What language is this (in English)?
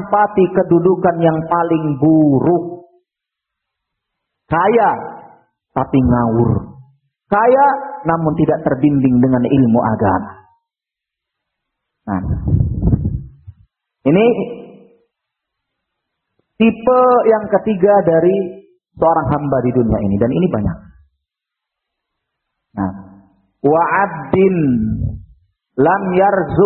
Indonesian